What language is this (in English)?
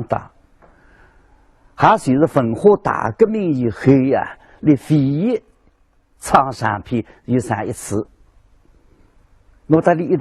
Wu Chinese